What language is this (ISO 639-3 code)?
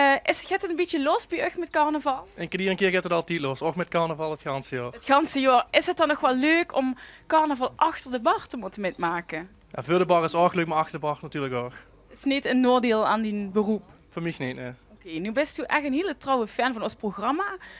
lim